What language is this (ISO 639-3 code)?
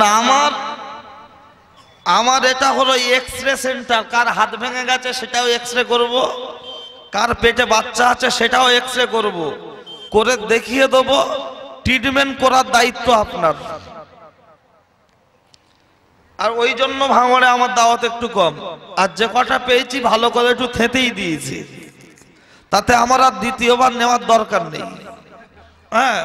ben